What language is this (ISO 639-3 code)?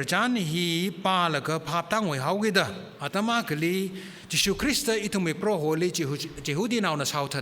nmf